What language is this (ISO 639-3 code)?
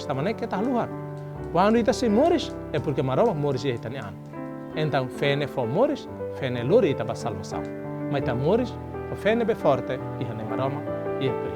tet